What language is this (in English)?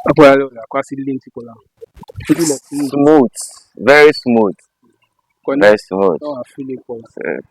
Ewe